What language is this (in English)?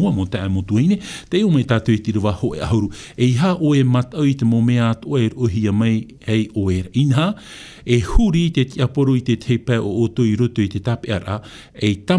Tahitian